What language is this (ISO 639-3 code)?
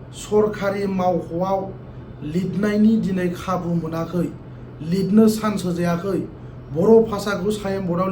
brx